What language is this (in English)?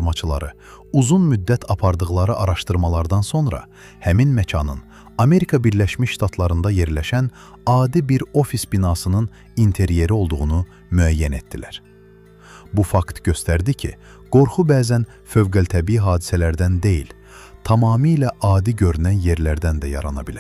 Azerbaijani